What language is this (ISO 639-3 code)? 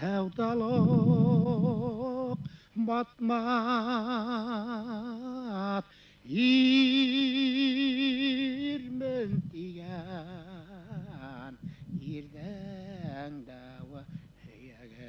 bak